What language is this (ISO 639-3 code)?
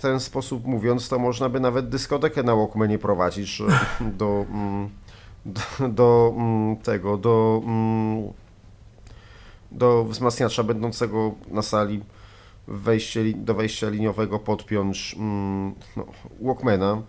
pol